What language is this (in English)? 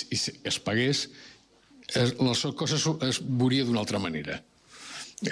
Catalan